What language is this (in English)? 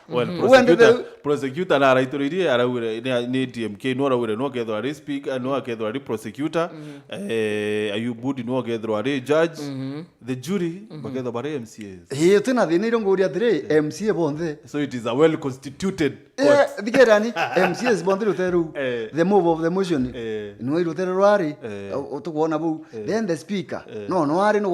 Meru